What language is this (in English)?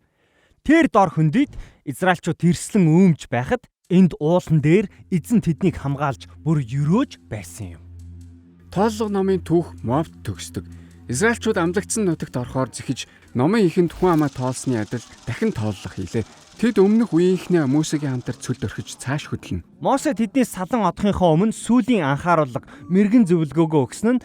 Mongolian